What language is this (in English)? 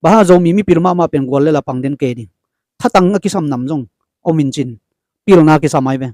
Tedim Chin